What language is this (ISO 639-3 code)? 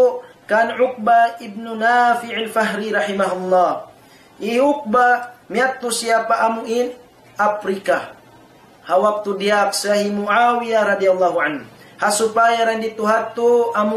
tsg